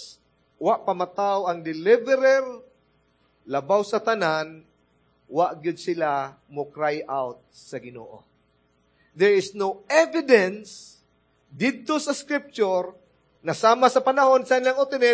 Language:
Cebuano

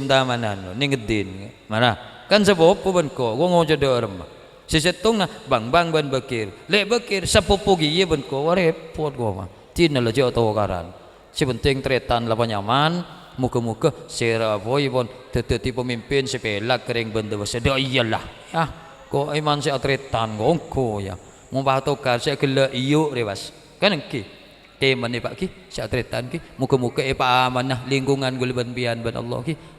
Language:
Madurese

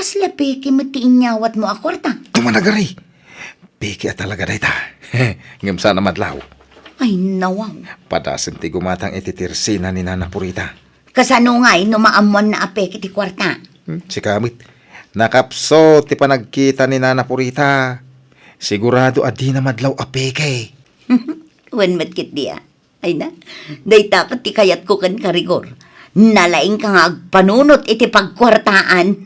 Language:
Iloko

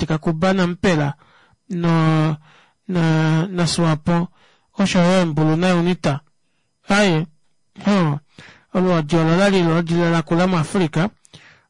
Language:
Kuanyama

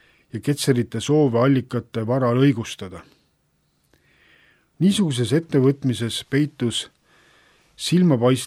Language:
Estonian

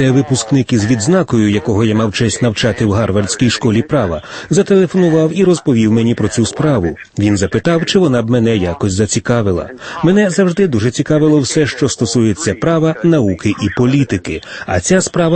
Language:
Ukrainian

